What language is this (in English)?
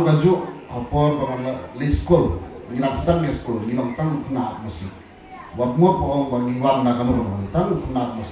Khasi